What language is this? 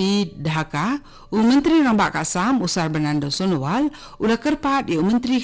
Khasi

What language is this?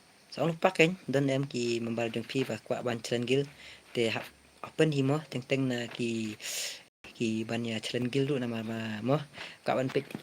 Khasi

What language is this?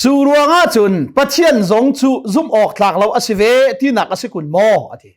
Hakha Chin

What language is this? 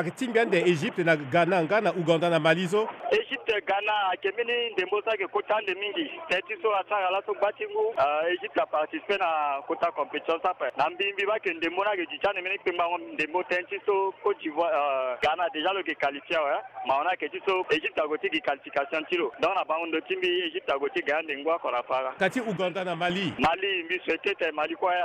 Sango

